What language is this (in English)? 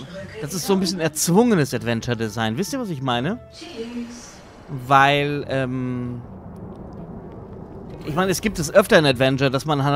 German